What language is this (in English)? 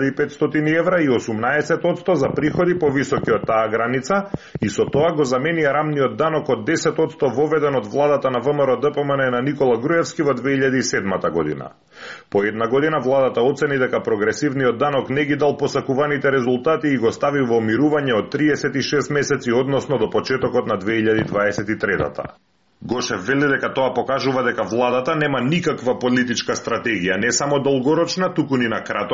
Macedonian